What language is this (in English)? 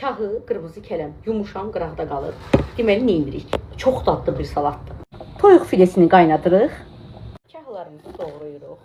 Azerbaijani